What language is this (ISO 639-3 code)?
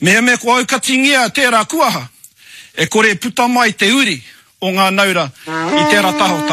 mri